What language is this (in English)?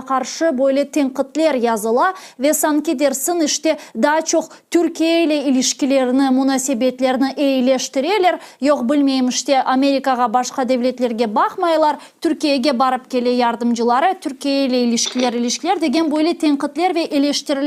Crimean Tatar